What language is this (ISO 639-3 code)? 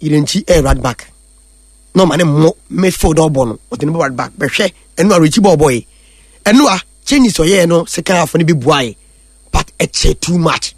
aka